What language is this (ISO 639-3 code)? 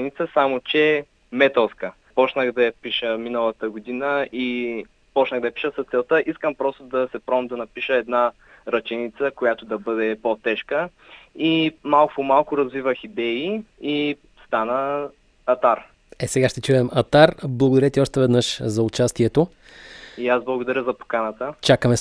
bul